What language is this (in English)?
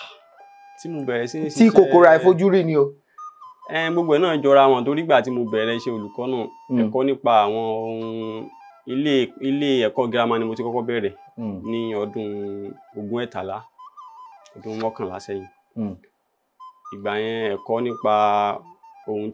Yoruba